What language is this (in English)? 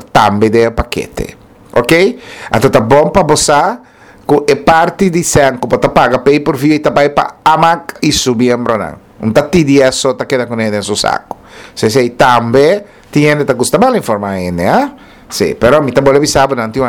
Papiamento